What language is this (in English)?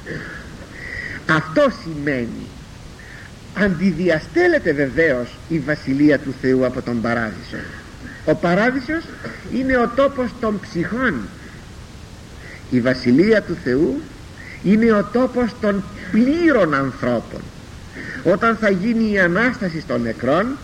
Greek